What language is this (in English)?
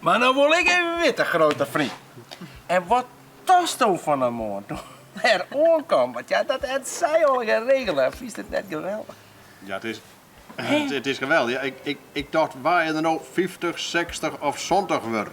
Western Frisian